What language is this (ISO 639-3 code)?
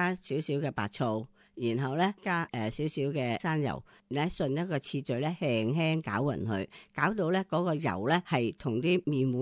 yue